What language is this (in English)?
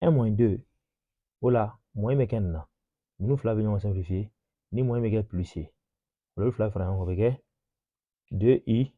Bambara